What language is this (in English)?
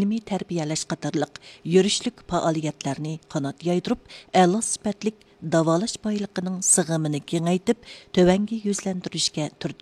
Uyghur